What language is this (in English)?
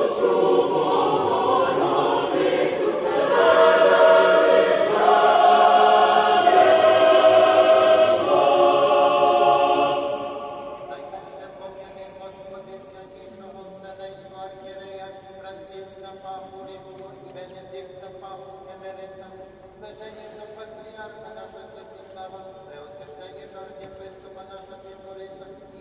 Ukrainian